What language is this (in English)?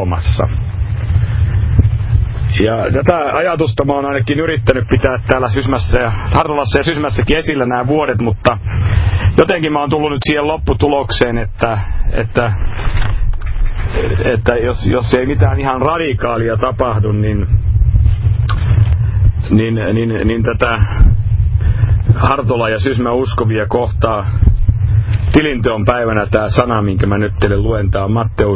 Finnish